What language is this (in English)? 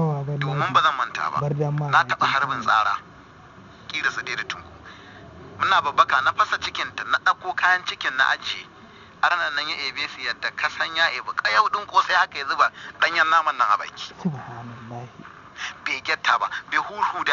Hausa